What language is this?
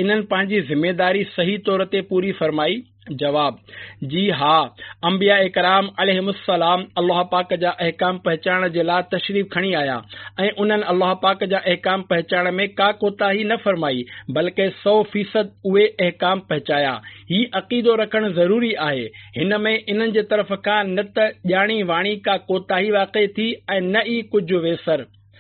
Sindhi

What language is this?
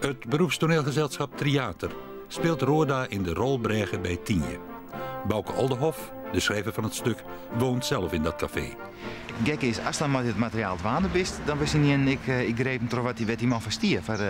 Western Frisian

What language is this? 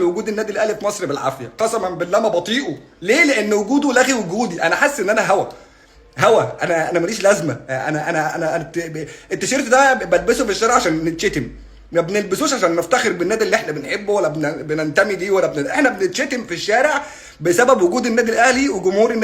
Egyptian Arabic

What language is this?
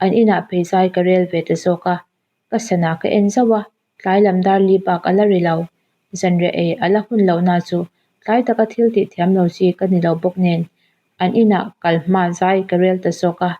Mizo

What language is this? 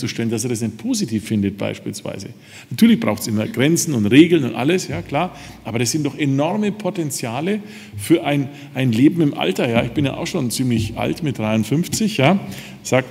German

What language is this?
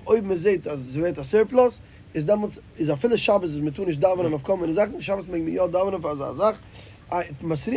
Yiddish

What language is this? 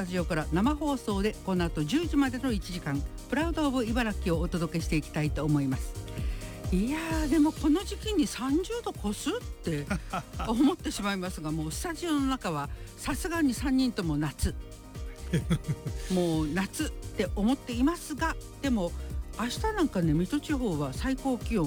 Japanese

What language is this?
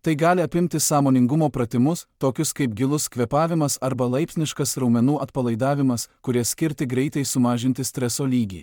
Lithuanian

